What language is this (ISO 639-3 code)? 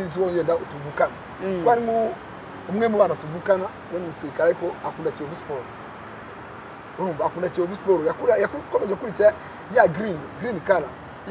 kin